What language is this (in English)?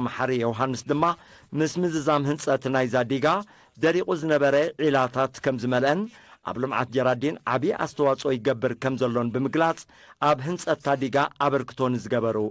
Tigrinya